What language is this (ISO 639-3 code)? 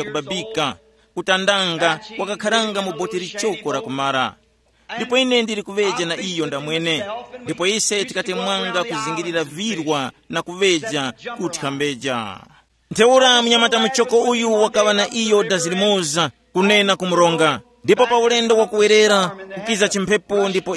tum